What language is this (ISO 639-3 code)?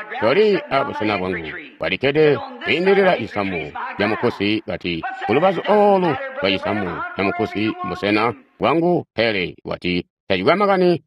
toi